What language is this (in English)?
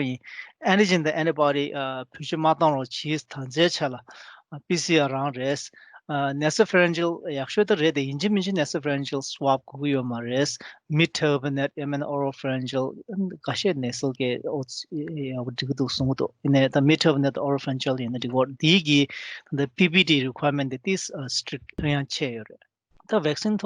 Tibetan